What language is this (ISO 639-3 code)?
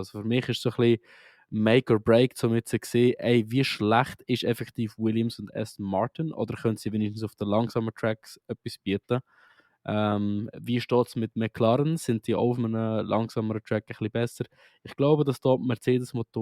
gsw